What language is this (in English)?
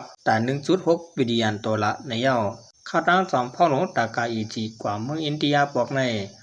Shan